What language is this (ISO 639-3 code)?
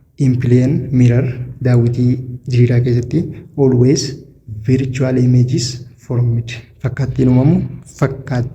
orm